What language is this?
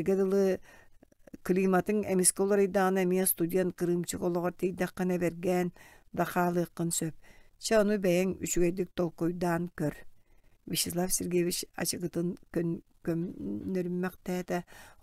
Yakut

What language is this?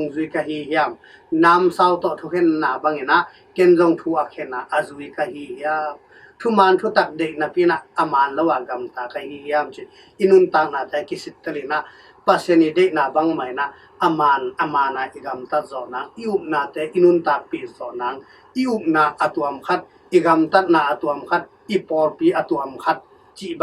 Tedim Chin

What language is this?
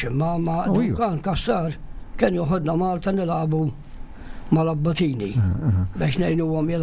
Maltese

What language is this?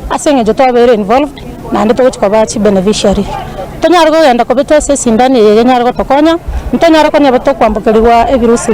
Gusii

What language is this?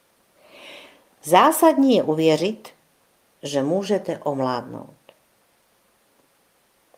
Czech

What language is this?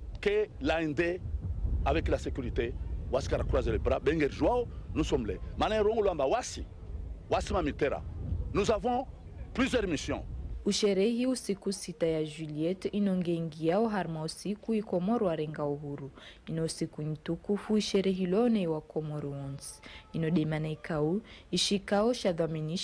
Ngazidja Comorian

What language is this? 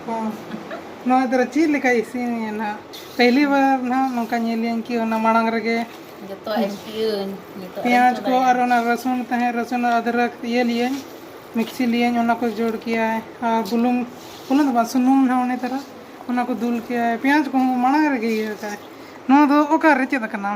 Santali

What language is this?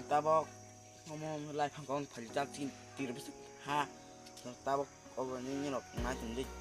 Kok Borok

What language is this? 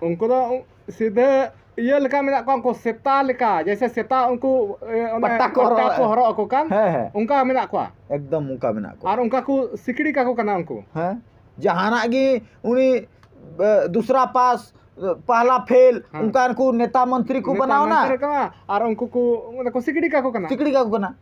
Santali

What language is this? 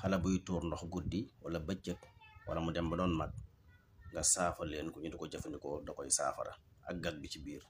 Wolof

